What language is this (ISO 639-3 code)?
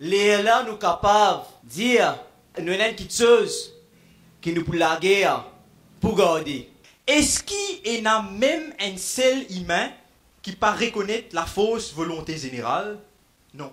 mfe